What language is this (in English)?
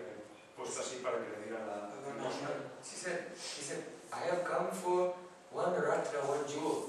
Galician